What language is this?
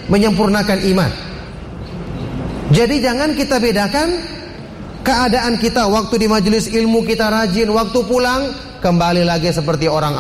Indonesian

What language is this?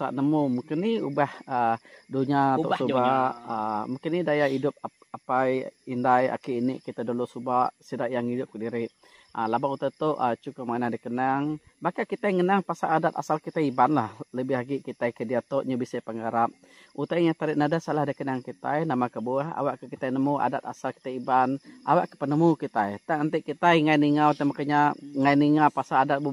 Iban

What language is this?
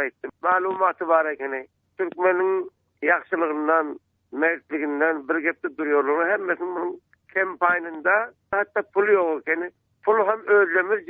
Turkmen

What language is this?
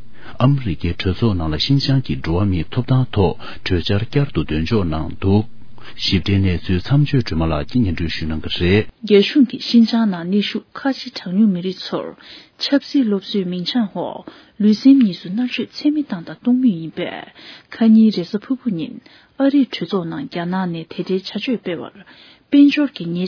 Tibetan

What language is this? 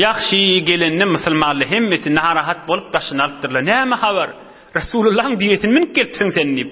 Turkmen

